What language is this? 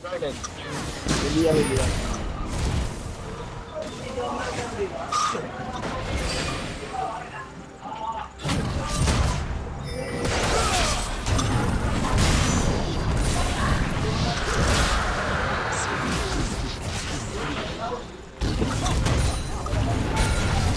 Filipino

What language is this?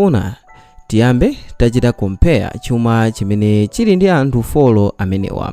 Nyanja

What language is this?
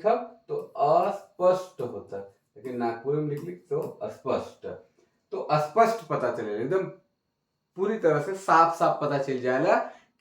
Sadri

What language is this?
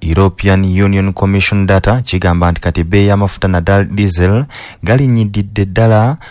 Ganda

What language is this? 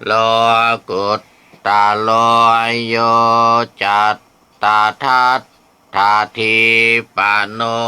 Pali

